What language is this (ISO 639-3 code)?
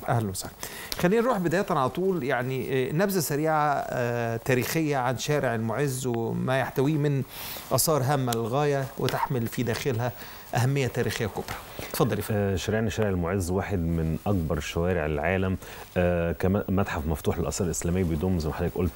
arz